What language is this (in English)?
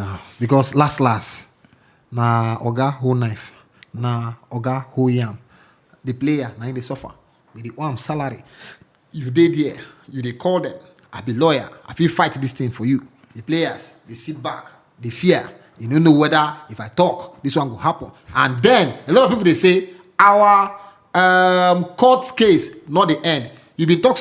Nigerian Pidgin